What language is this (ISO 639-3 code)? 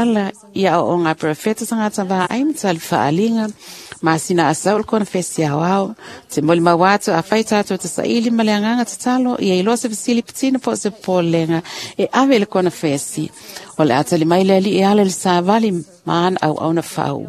smo